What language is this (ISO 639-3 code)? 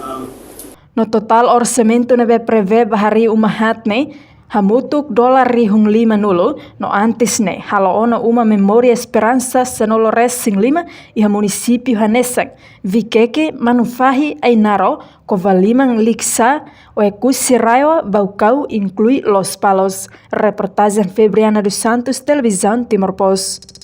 tet